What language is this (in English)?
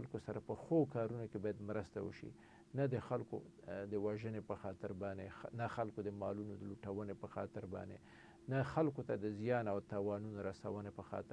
Pashto